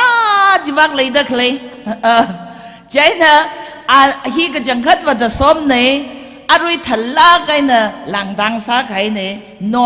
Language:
Tangkhul Naga (India)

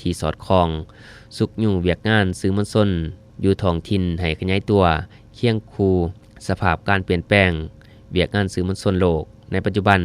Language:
Lao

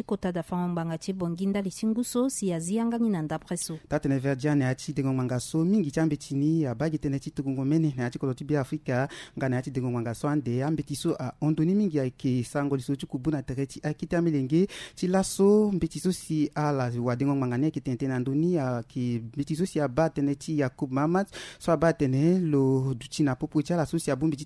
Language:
Sango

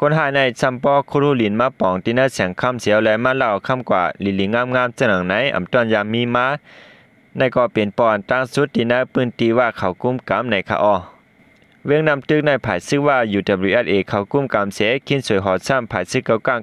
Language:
Shan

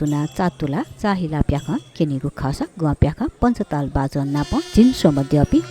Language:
Newari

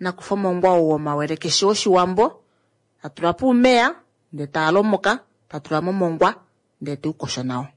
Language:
Kuanyama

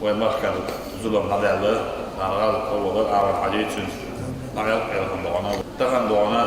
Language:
Chechen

